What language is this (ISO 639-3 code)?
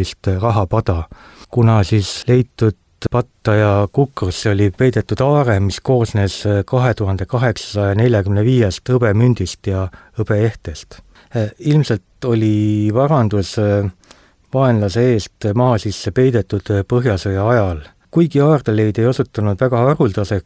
est